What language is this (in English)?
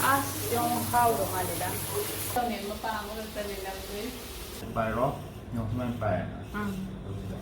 Manipuri